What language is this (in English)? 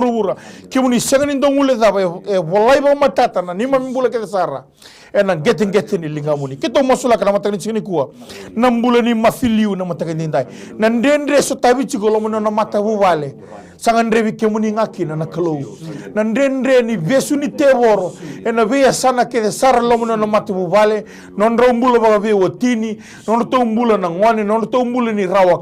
Fijian